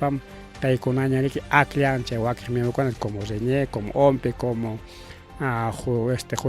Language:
Ayacucho Quechua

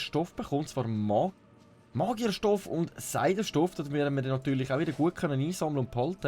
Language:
Swiss German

